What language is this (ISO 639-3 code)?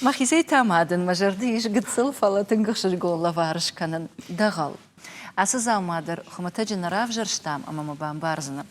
oss